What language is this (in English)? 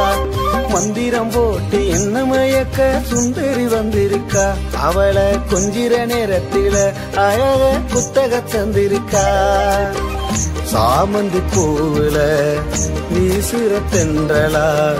Tamil